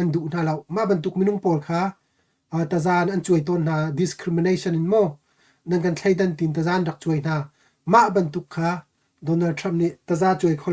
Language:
Hakha Chin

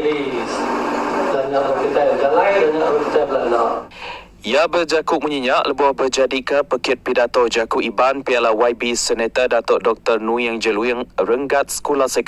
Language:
Iban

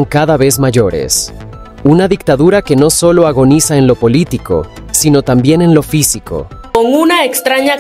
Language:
Spanish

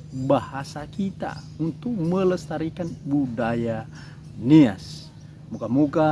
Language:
Nias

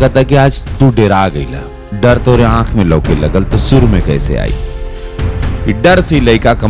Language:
Bhojpuri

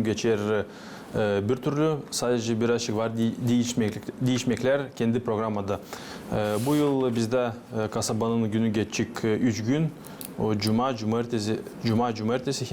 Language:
Gagauz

